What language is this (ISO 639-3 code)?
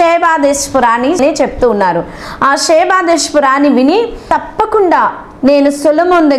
tel